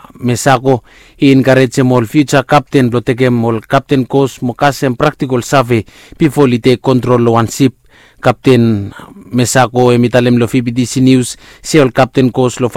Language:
Bislama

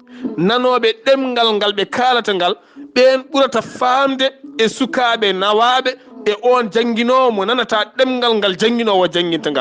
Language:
Fula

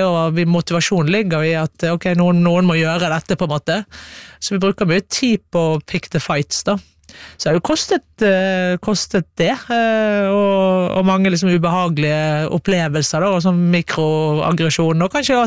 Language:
Norwegian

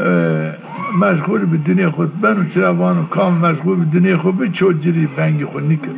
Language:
Zaza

